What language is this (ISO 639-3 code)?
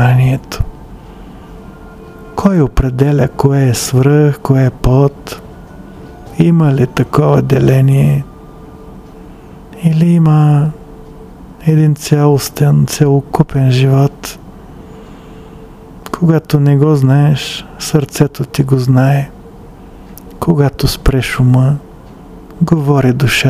bul